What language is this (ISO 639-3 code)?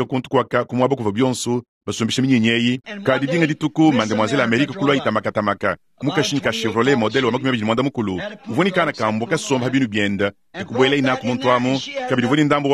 lua